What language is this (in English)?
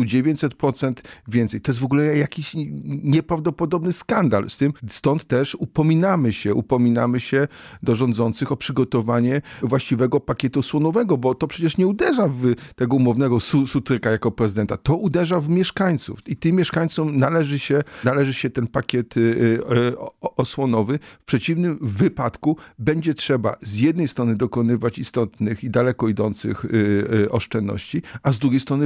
Polish